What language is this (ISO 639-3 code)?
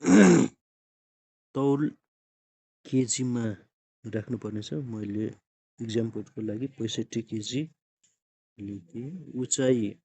nep